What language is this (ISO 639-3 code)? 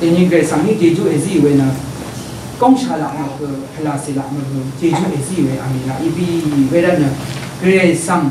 raw